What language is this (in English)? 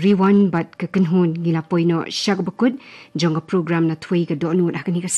Khasi